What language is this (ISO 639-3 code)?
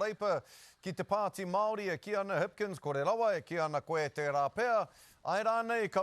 mri